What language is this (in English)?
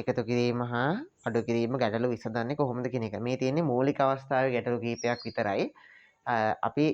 Sinhala